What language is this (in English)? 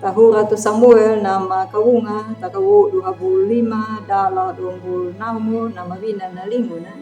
Anakalangu